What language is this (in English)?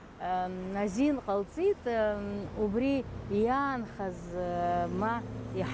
Abkhazian